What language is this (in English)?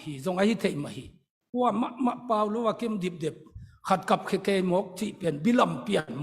Tedim Chin